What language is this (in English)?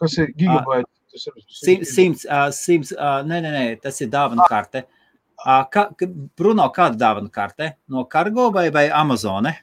Latvian